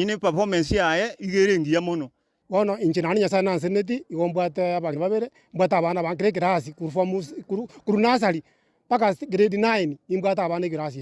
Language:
Gusii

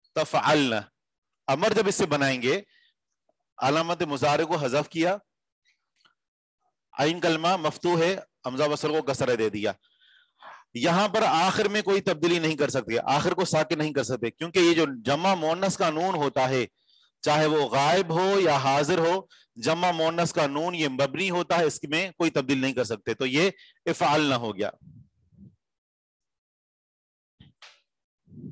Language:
Urdu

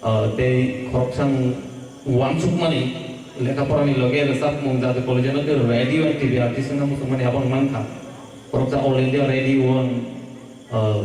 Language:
Kok Borok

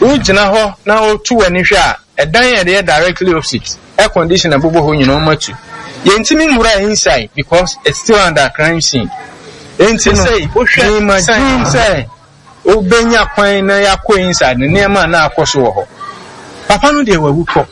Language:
Akan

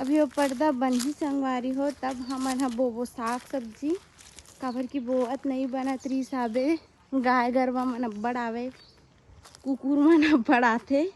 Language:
Chhattisgarhi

